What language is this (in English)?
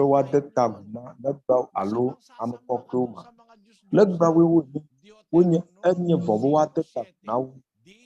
Ewe